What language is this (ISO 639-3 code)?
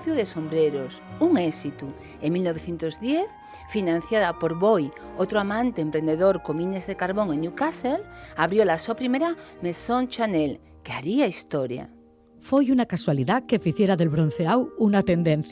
ast